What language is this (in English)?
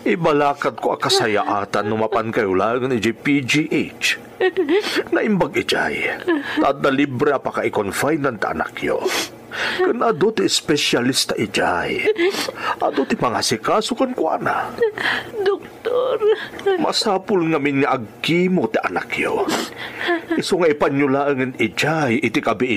Iloko